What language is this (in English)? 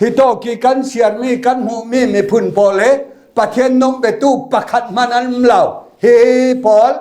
Falam Chin